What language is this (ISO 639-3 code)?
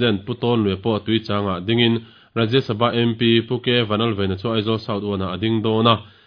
lus